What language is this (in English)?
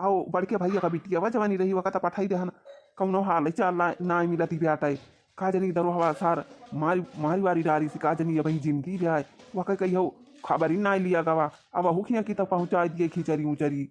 Awadhi